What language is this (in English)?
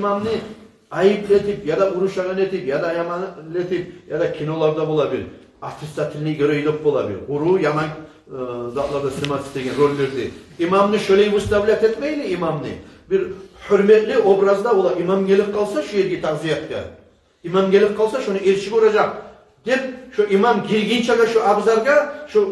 Kumyk